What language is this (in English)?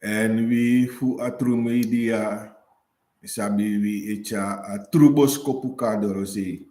Sranan Tongo